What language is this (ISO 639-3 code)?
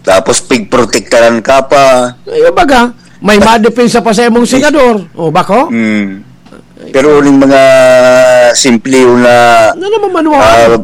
bik